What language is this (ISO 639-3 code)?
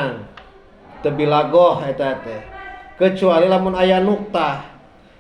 sun